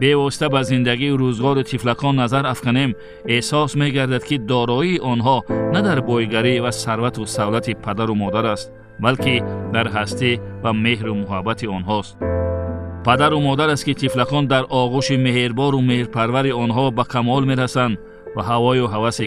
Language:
Tajik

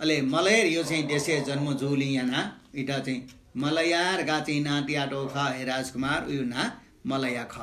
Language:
Newari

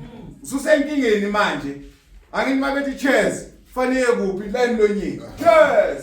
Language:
Zulu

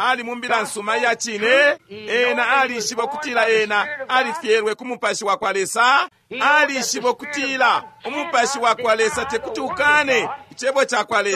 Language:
Bemba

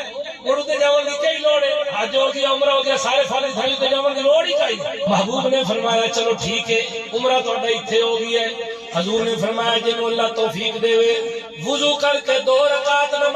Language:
Saraiki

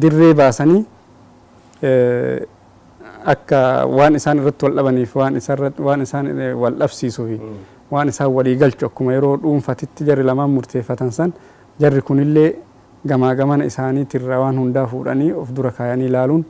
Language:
Oromo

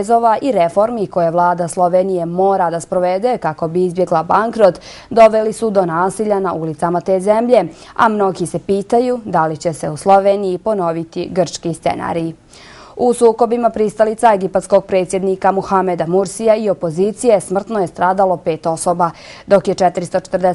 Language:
Bosnian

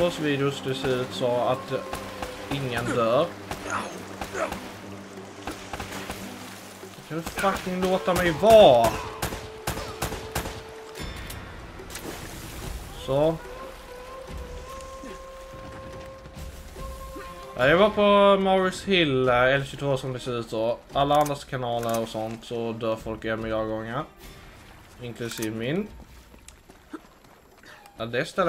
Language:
Swedish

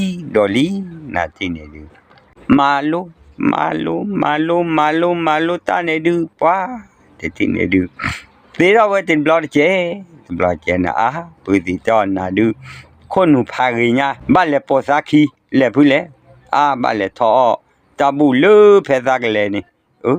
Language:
S'gaw Karen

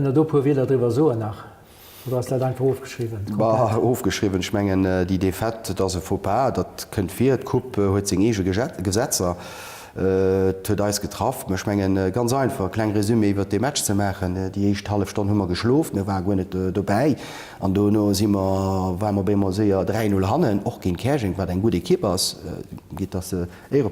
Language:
Luxembourgish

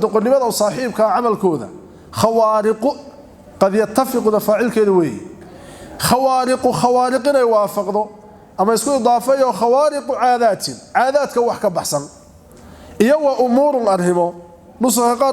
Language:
Somali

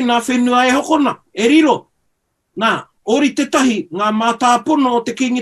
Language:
Māori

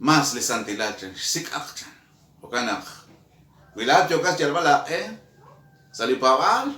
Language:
Kekchí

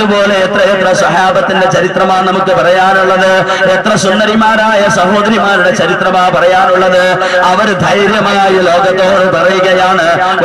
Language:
Malayalam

